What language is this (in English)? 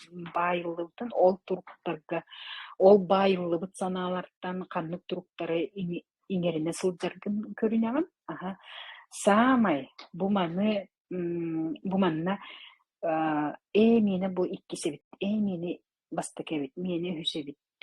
Yakut